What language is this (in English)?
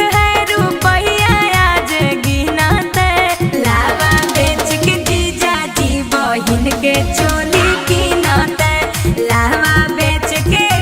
Magahi